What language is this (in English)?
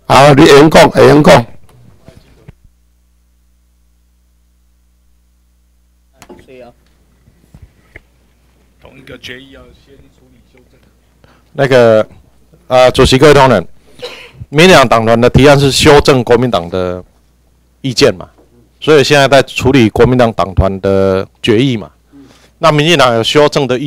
Chinese